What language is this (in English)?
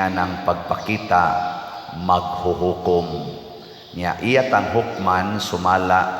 Cebuano